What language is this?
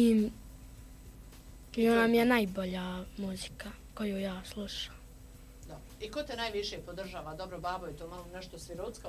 Bosnian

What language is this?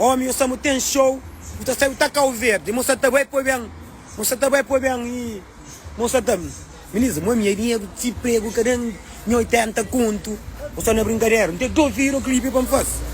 Kabuverdianu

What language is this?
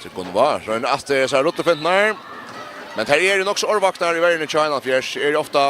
Faroese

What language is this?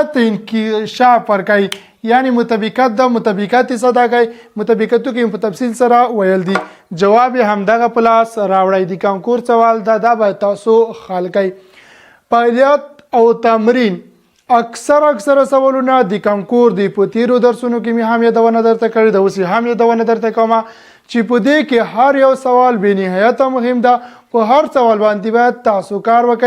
Pashto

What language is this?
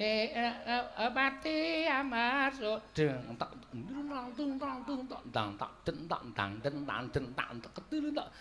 Javanese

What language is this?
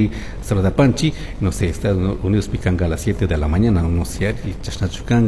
Chimborazo Highland Quichua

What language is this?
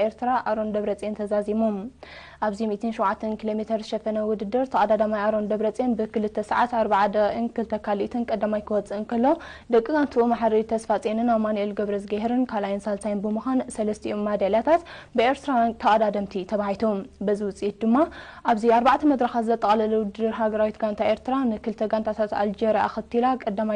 Tigrinya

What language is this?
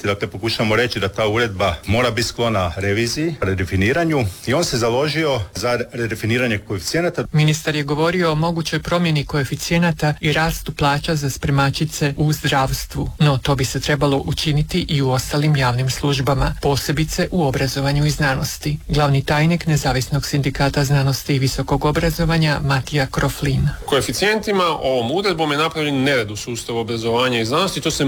Croatian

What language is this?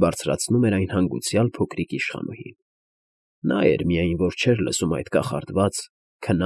Armenian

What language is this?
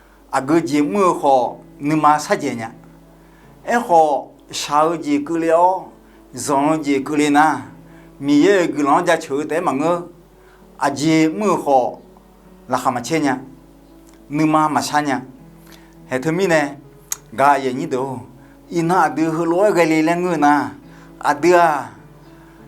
Akha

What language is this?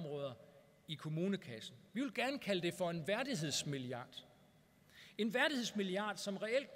Danish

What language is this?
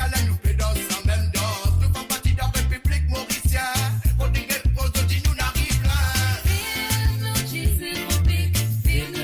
Morisyen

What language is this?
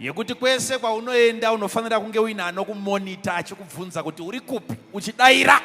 Shona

